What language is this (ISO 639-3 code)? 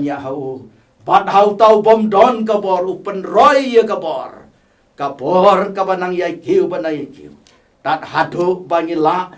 kha